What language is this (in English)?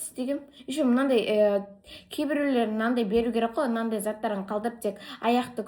Kazakh